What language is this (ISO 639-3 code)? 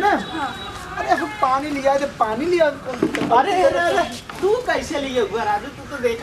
bho